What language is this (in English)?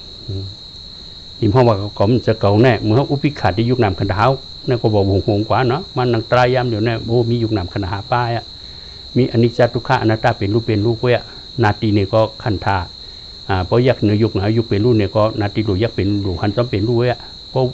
Shan